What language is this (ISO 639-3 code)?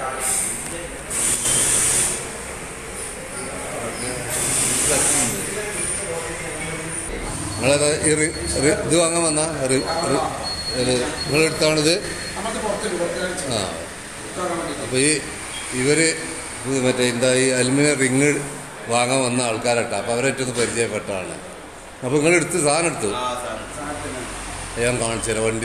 mal